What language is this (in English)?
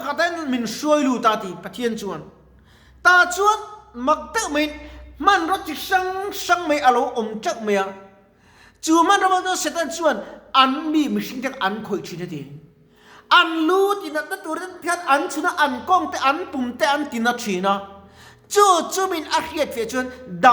Mizo